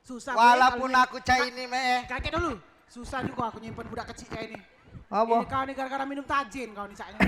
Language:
Musi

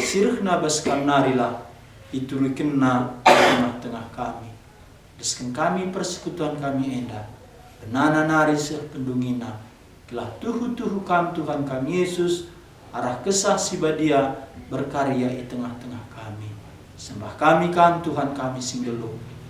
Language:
Batak Karo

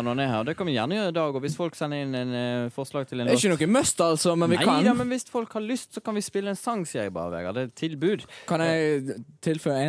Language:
Norwegian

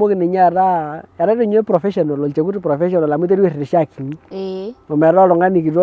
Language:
Masai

